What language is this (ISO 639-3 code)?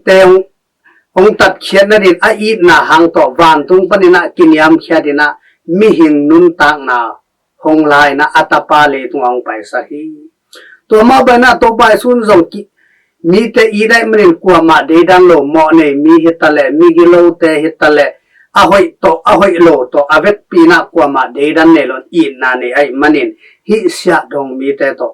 ctd